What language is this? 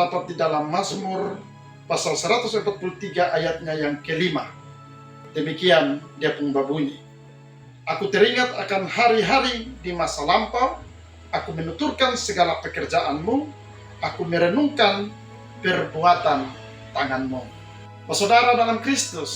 Kupang Malay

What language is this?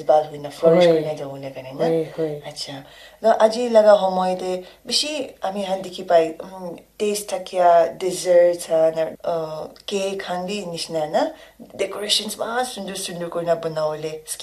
Naga Pidgin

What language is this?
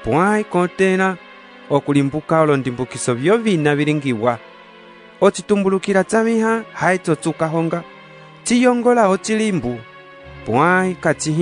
Umbundu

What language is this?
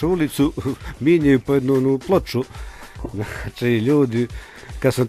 Croatian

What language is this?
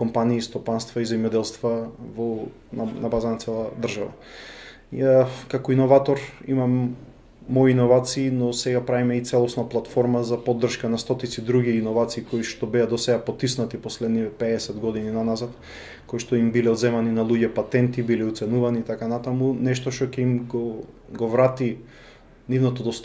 Macedonian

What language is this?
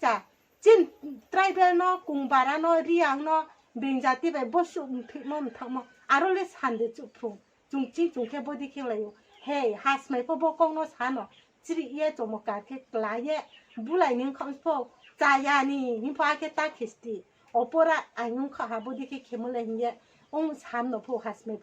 Riang (India)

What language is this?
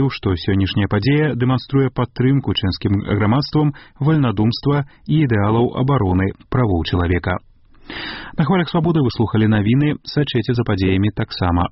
Belarusian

